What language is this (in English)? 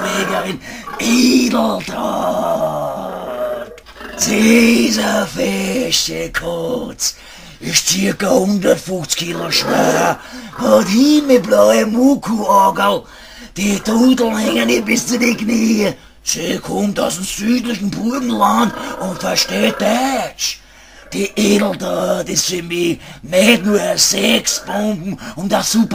Bavarian